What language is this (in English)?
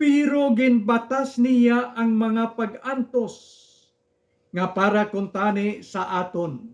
Hiligaynon